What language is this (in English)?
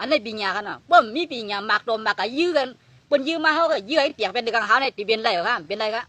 Shan